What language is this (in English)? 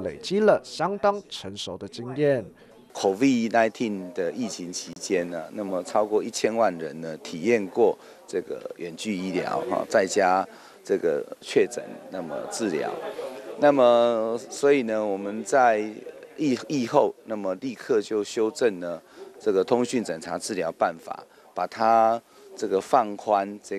Chinese